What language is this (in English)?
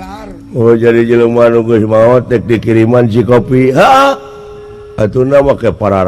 Sundanese